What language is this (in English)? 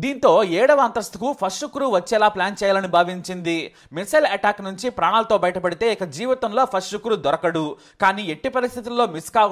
Telugu